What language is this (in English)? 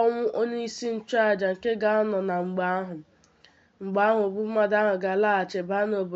Igbo